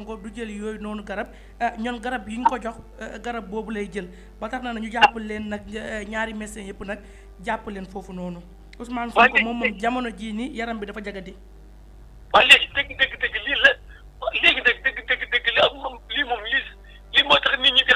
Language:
Wolof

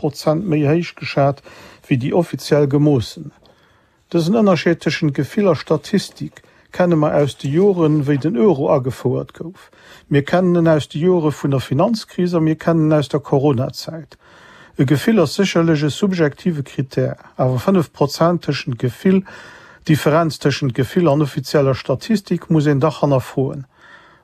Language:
Luxembourgish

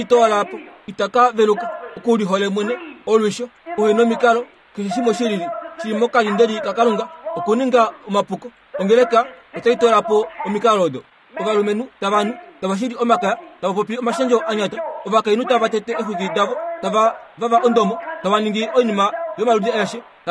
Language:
Kuanyama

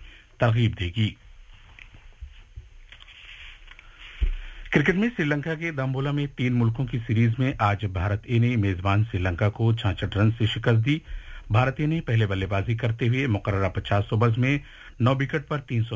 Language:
Urdu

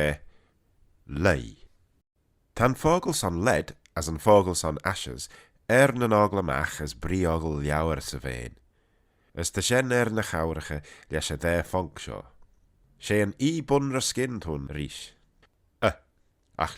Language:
Manx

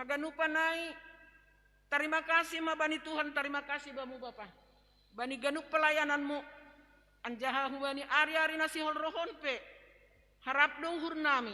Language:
Batak Simalungun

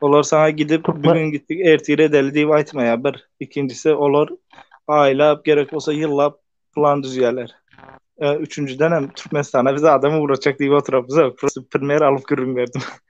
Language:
Turkmen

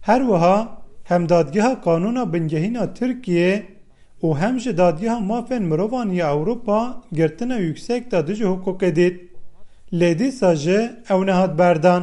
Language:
Kurdish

